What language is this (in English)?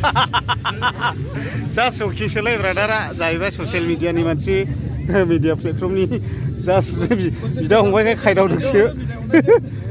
Bodo